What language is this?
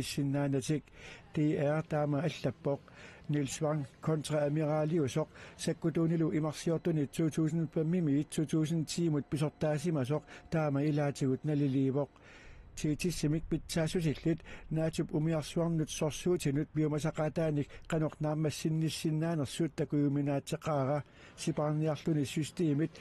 Kalaallisut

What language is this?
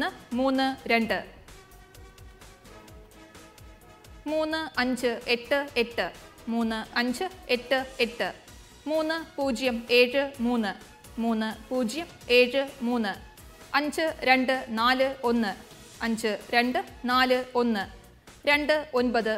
Malayalam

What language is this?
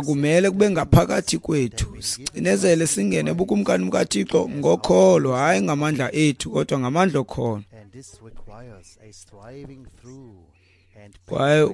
Xhosa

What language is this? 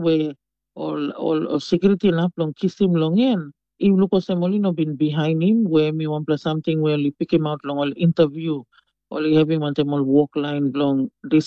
Tok Pisin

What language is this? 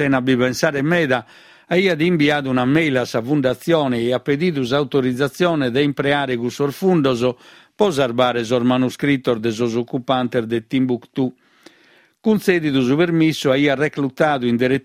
Sardinian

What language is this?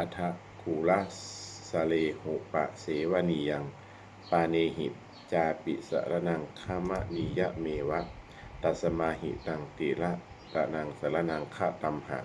Pali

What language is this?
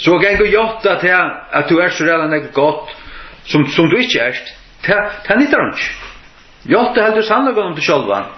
Faroese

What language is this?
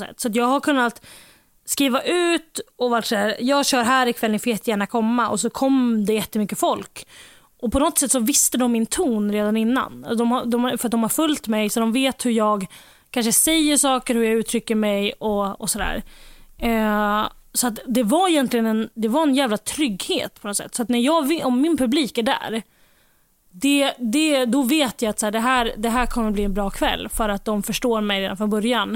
Swedish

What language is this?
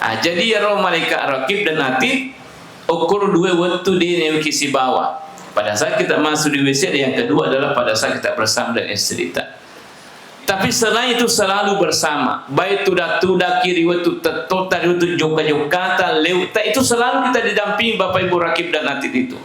Buginese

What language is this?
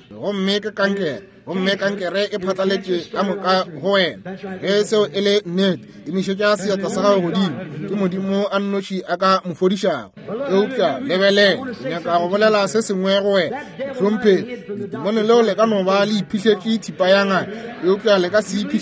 Northern Sotho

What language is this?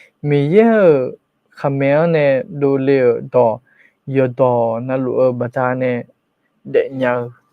Akha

